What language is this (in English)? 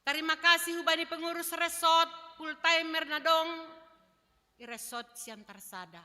Batak Simalungun